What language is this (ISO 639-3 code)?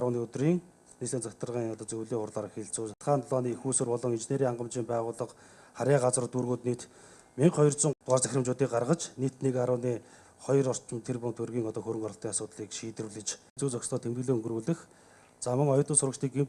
mon